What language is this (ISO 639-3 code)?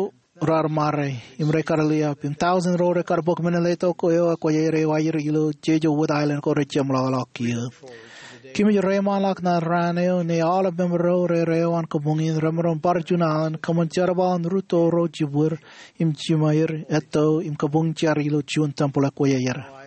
mah